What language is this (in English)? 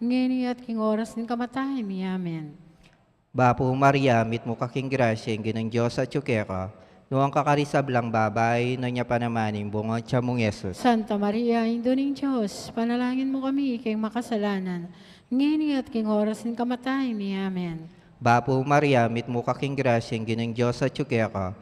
Pampanga